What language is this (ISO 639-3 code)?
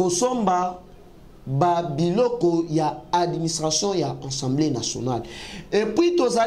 lin